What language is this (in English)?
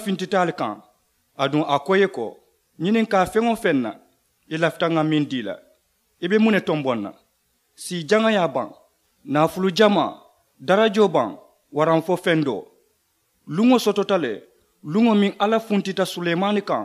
Mandingo